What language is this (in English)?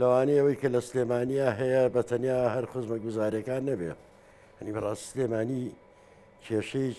Central Kurdish